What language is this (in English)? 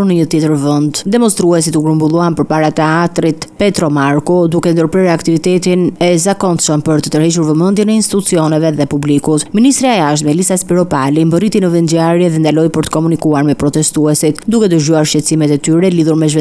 Albanian